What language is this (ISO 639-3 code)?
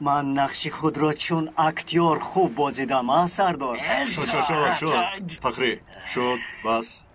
tgk